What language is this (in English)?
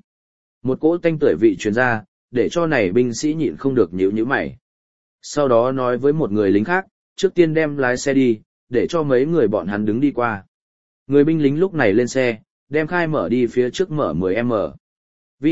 Vietnamese